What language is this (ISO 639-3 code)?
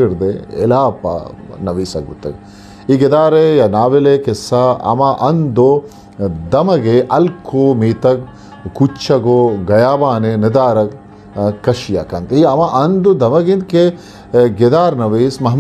bgp